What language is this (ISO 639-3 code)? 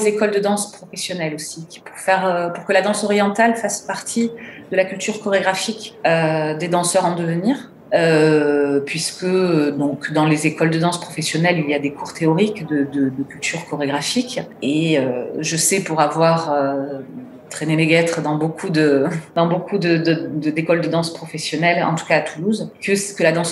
fra